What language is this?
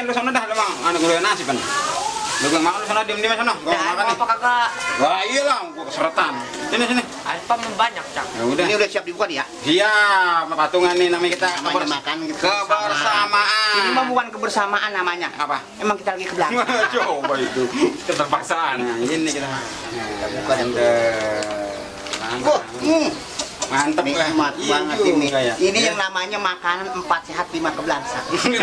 Betawi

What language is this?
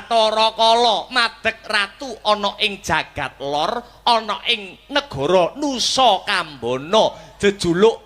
Javanese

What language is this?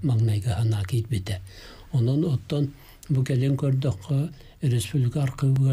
Yakut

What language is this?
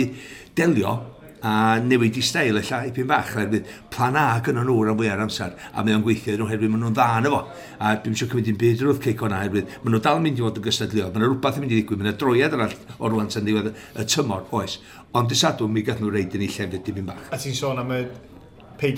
Welsh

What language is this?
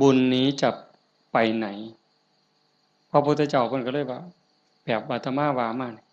Northeastern Thai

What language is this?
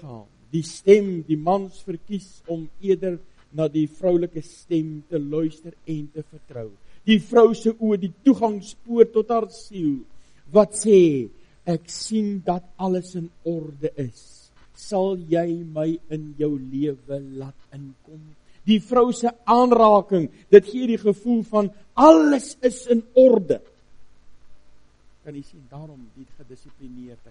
Afrikaans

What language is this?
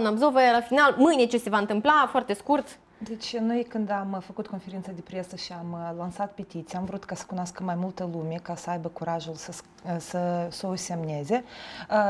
Romanian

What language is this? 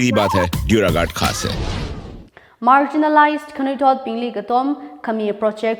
Tangkhul Naga (India)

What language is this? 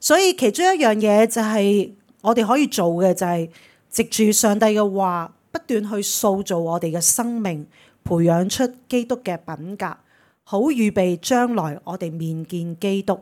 Cantonese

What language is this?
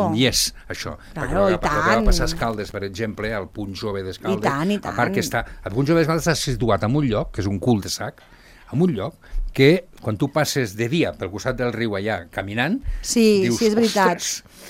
Catalan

